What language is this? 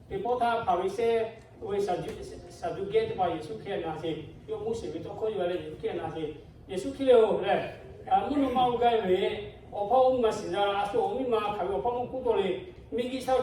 Lahu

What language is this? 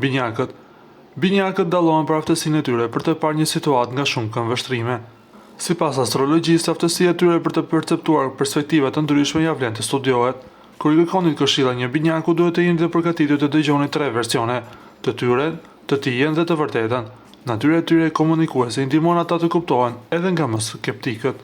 Albanian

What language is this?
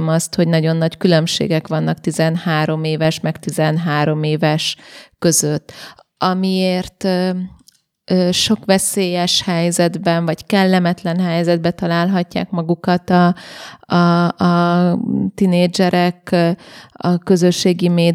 Hungarian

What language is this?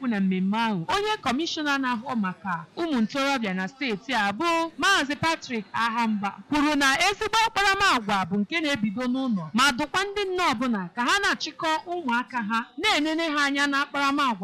Igbo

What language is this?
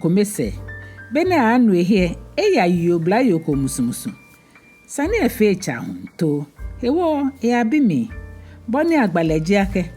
Ga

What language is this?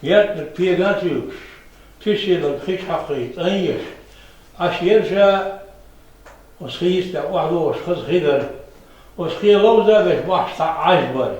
Chechen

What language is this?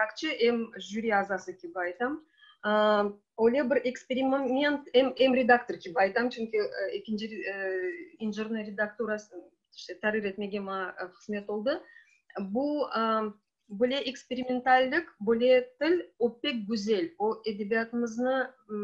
Crimean Tatar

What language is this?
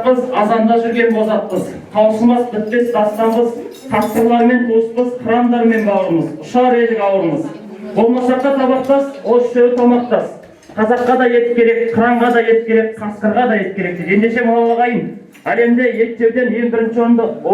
Kazakh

